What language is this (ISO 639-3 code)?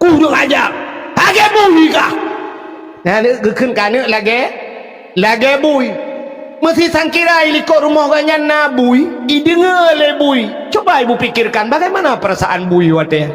ace